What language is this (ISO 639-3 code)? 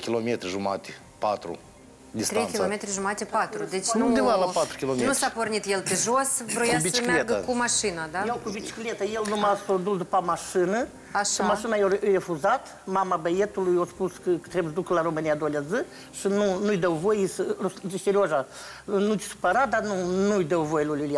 ron